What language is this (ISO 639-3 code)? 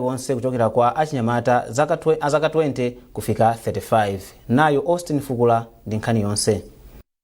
nya